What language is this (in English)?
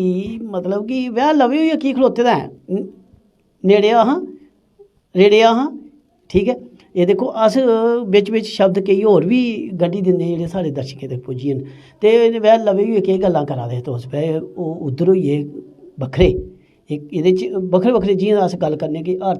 Dogri